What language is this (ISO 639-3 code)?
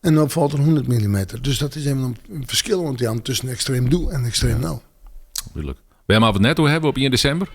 fry